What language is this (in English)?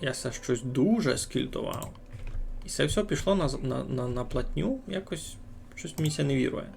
Rusyn